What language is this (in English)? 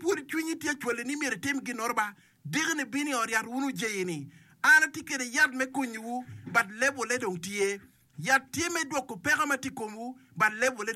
Acoli